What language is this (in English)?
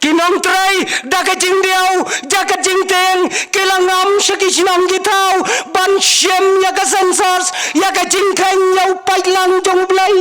Khasi